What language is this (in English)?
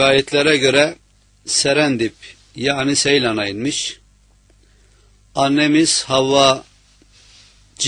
Turkish